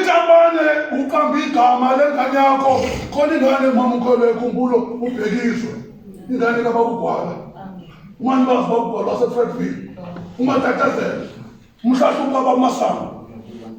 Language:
Zulu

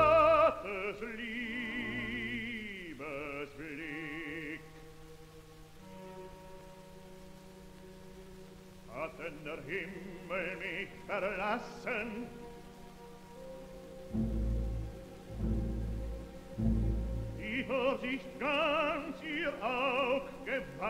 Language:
German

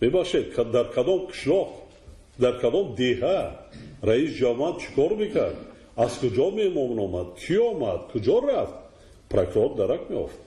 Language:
Tajik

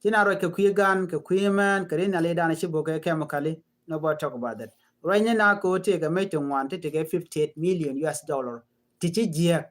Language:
Nuer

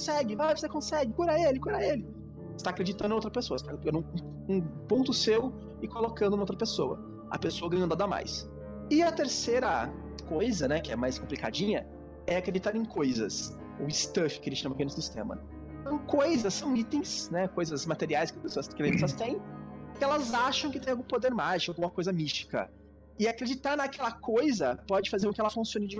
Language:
Portuguese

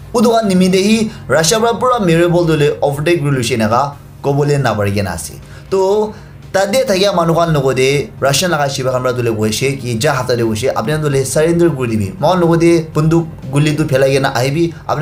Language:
Naga Pidgin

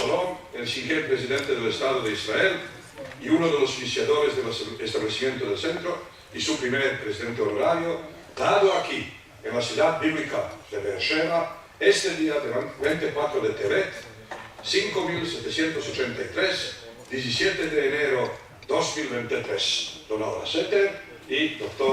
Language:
Ladino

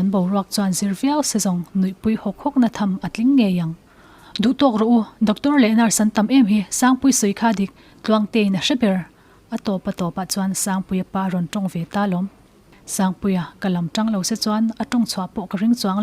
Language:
Mizo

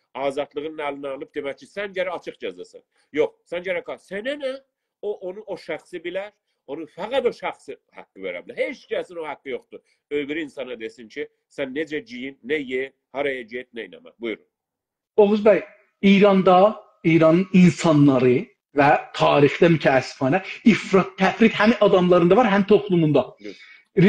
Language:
South Azerbaijani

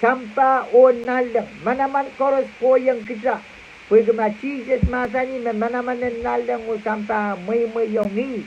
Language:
Pohnpeian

